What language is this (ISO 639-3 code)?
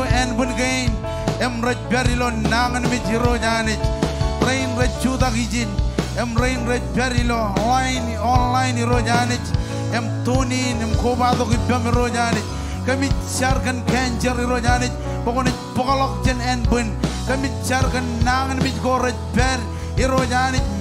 mah